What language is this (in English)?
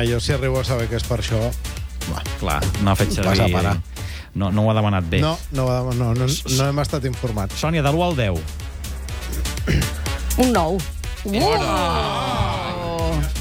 Catalan